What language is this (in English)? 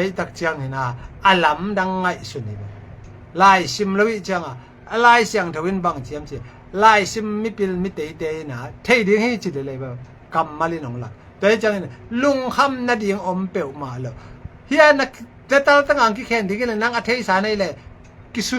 Tedim Chin